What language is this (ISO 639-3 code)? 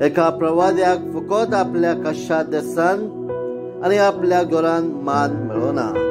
kok